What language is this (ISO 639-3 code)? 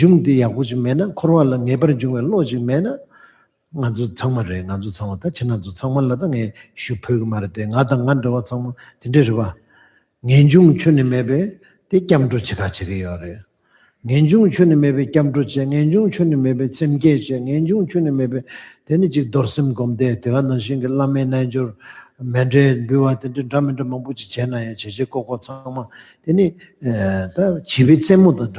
bod